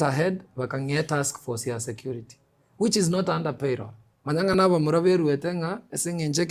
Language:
Gusii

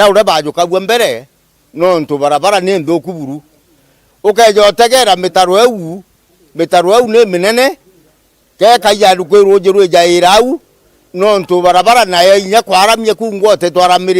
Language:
Meru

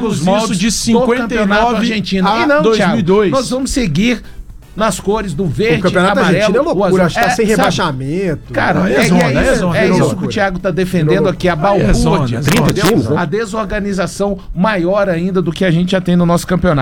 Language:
Portuguese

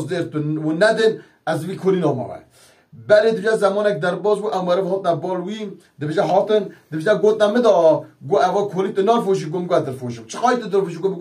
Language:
Kurdish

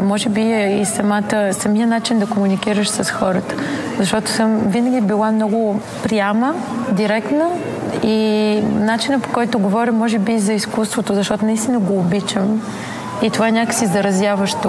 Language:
Bulgarian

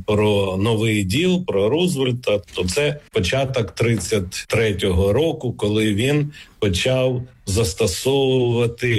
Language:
Ukrainian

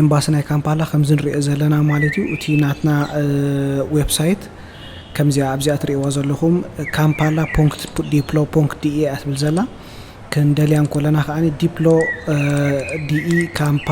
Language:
Tigrinya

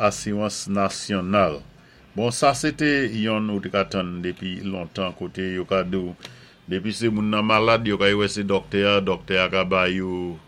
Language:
Saint Lucian Creole French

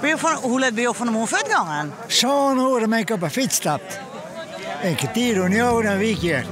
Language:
Western Frisian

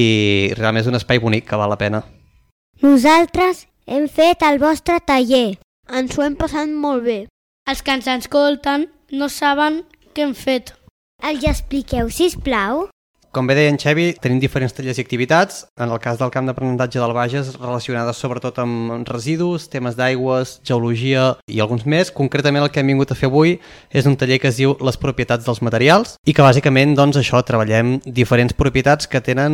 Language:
Catalan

